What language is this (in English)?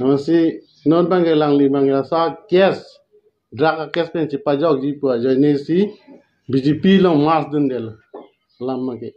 Karbi